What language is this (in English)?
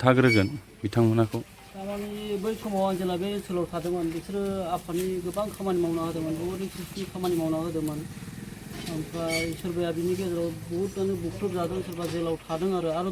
Bodo